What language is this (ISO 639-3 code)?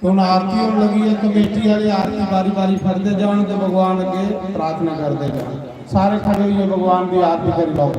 doi